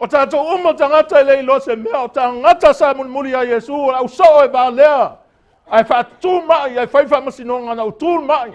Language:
Samoan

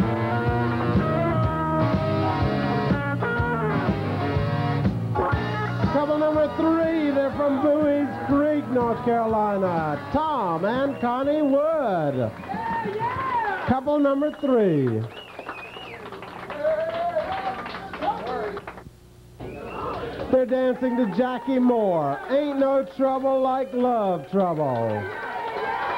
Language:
English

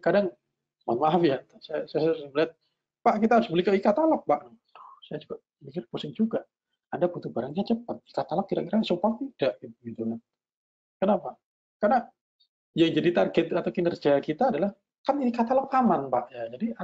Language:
Indonesian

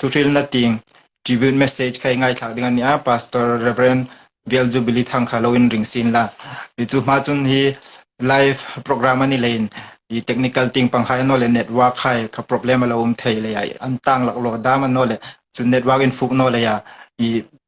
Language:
Hmar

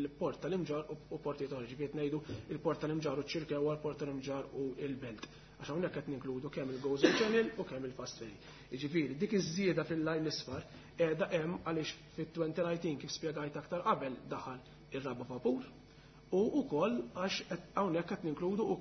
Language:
Maltese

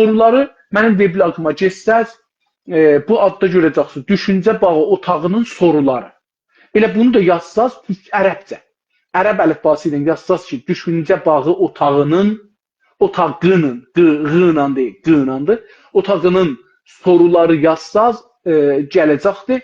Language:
South Azerbaijani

